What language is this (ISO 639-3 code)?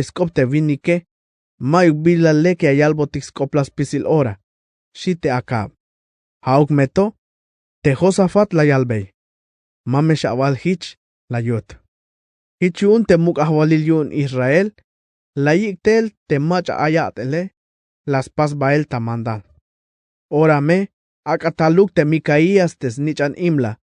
tzh